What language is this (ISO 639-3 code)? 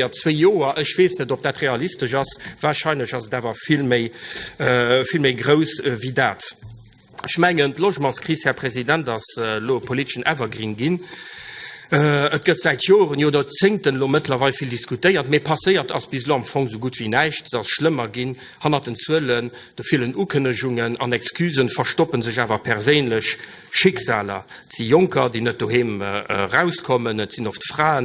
ltz